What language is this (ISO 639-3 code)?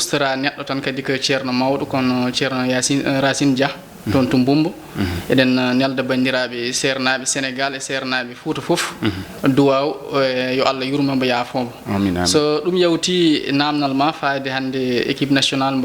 ful